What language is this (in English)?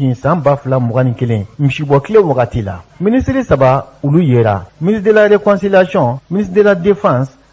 Bambara